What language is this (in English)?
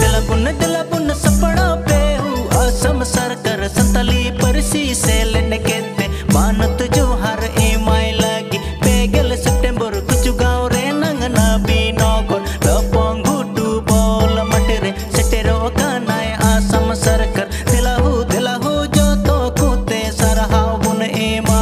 Santali